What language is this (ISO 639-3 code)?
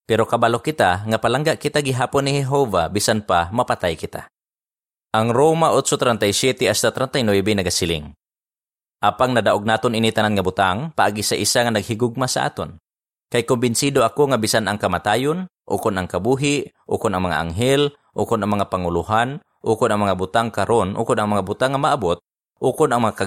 hil